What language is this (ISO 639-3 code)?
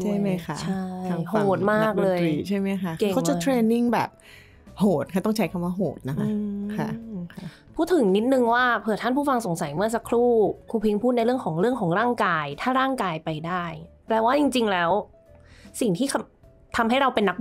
tha